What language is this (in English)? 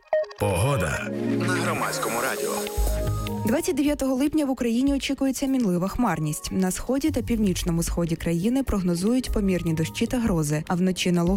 Ukrainian